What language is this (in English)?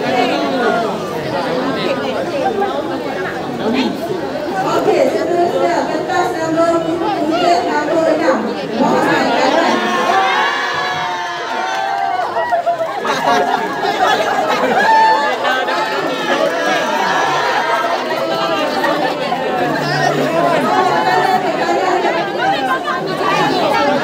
Malay